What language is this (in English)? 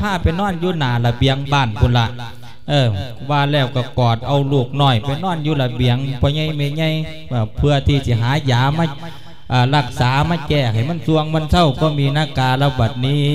Lao